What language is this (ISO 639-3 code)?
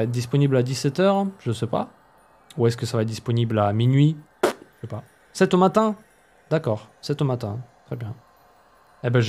fra